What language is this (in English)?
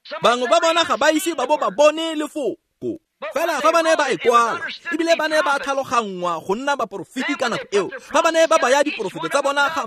Tswana